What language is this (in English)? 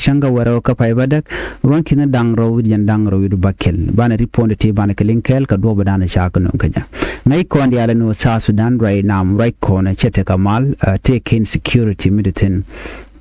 Nuer